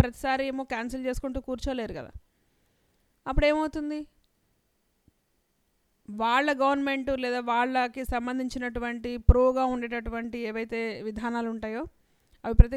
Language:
Telugu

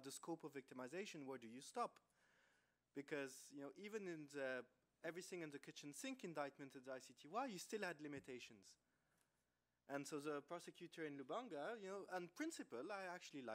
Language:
English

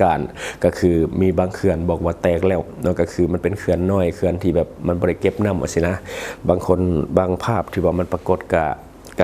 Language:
Lao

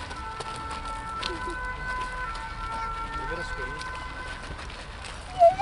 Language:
Portuguese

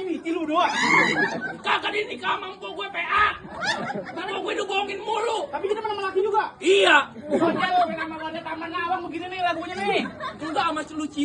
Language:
Betawi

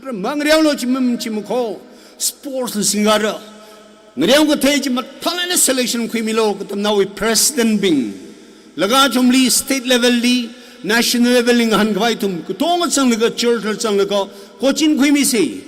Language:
Tangkhul Naga (India)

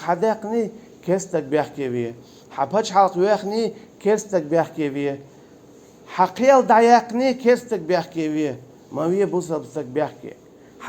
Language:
Chechen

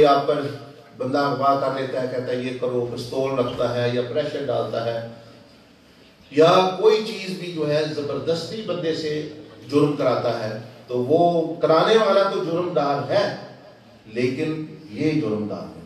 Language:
Urdu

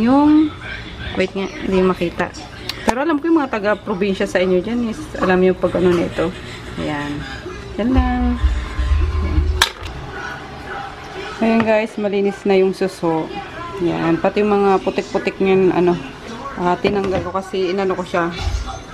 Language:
Filipino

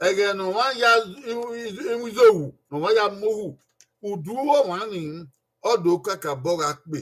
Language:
Bini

